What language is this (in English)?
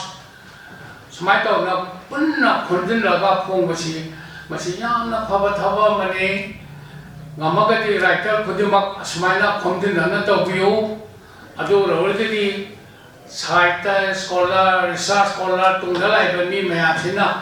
Manipuri